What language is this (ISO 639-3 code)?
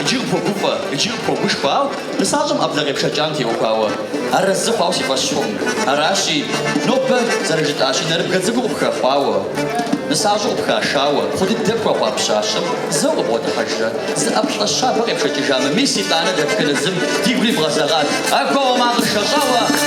kbd